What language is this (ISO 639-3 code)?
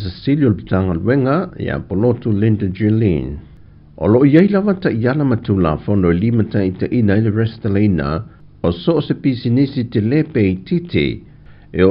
smo